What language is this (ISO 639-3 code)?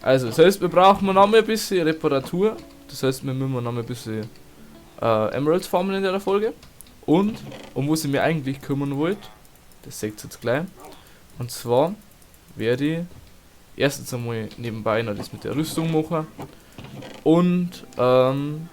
bar